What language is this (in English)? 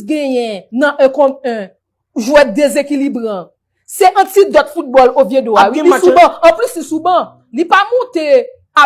Haitian Creole